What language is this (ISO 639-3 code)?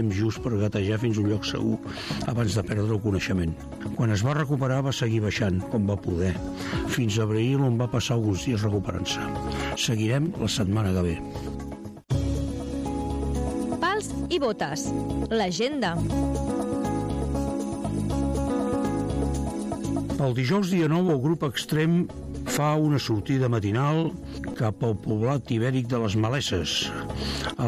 cat